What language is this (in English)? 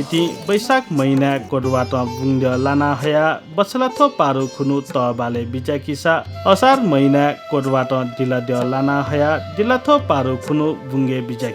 Newari